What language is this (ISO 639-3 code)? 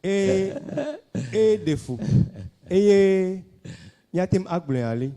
ewe